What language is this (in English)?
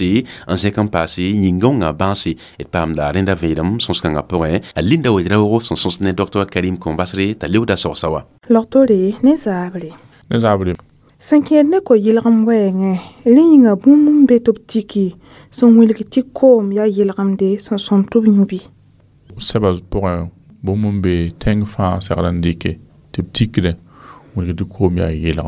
Mossi